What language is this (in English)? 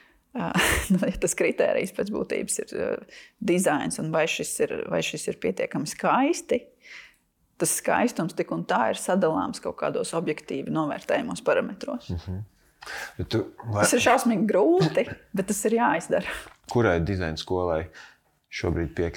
Latvian